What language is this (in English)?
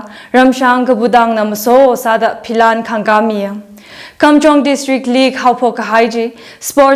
Tangkhul Naga (India)